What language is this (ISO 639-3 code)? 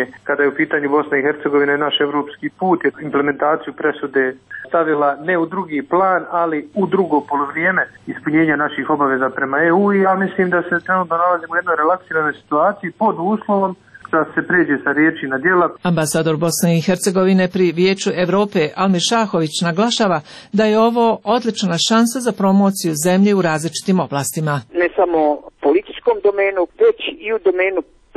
bos